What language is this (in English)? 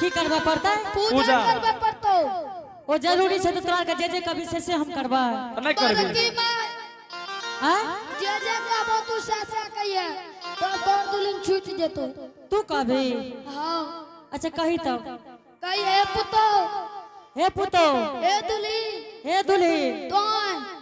Angika